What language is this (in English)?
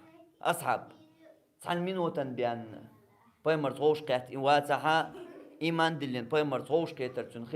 Chechen